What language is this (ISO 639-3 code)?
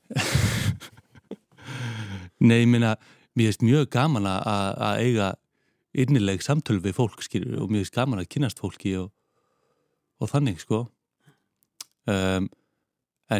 isl